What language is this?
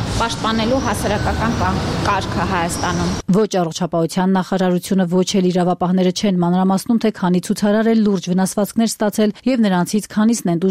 Armenian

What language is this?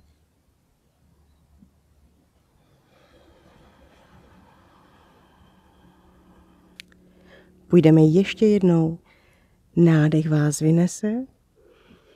Czech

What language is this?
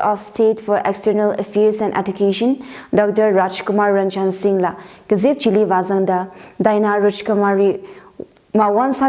Tangkhul Naga (India)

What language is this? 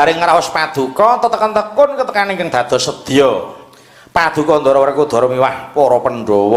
Javanese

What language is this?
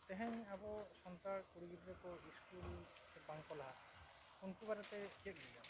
Santali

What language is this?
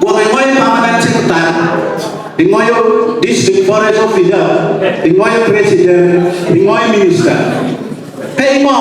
Acoli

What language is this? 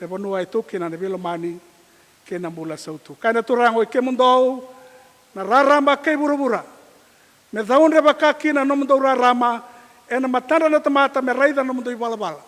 Fijian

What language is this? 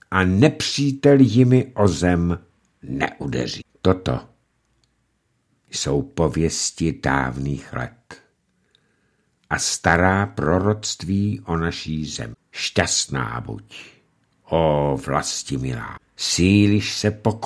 Czech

